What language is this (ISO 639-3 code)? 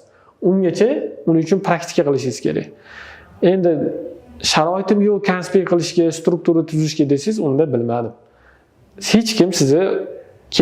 uzb